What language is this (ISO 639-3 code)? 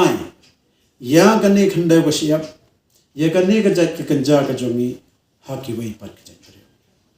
kha